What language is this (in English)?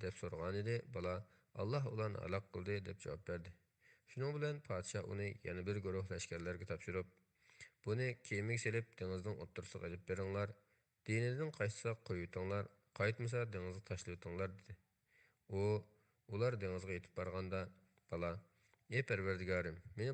Uyghur